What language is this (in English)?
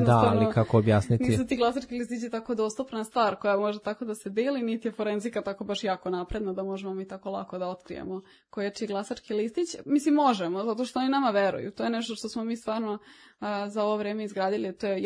Serbian